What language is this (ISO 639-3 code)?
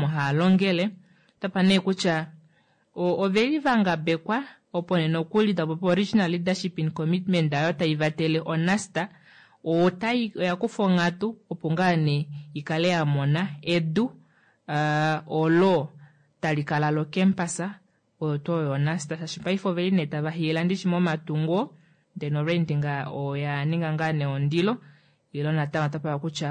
kua